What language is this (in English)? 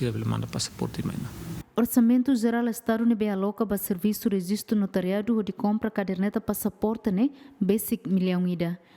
Tetum